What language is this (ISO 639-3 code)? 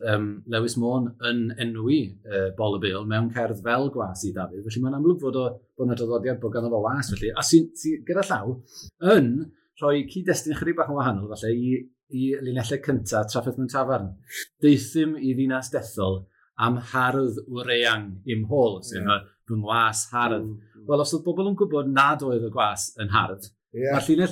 cym